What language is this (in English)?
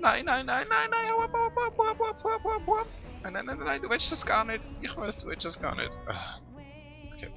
Swiss German